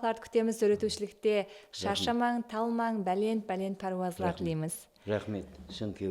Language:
Kara-Kalpak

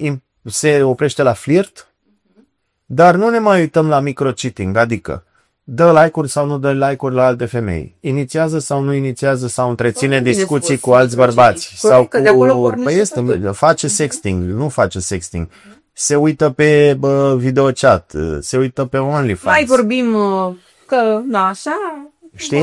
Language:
Romanian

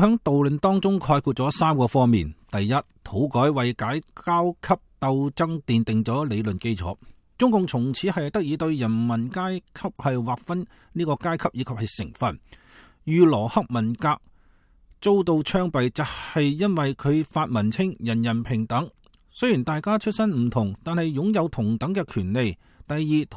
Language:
Cantonese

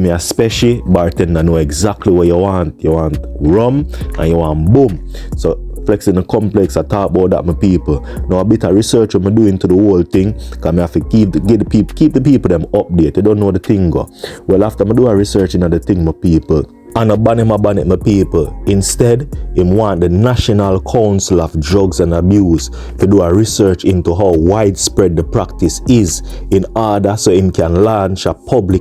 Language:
Jamaican Creole English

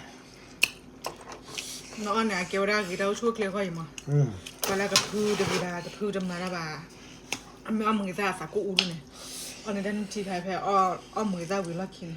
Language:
S'gaw Karen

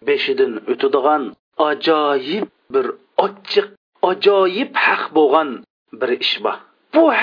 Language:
Uyghur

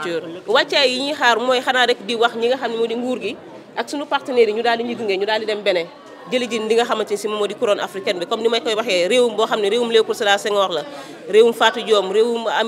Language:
Wolof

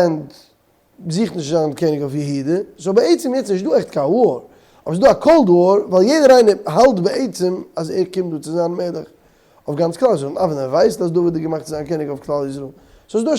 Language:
Yiddish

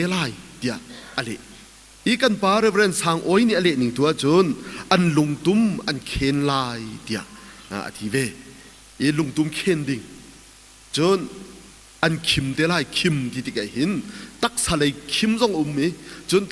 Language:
Hakha Chin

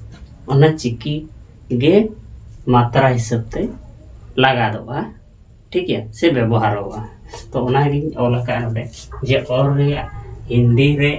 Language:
Santali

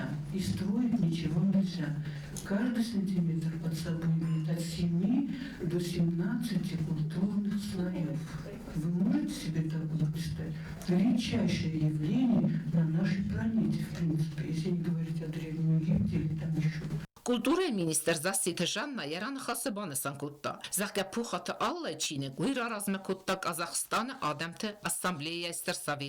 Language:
Ossetic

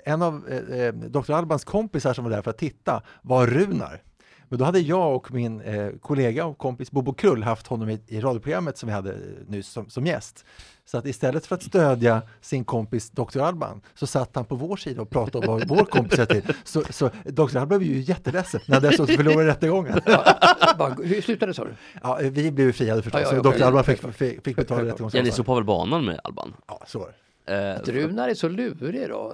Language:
Swedish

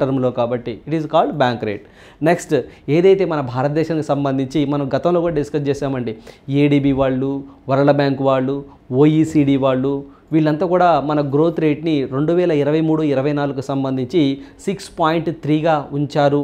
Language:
Telugu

